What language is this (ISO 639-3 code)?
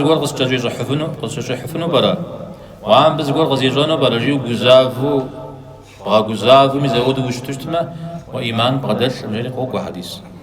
kbd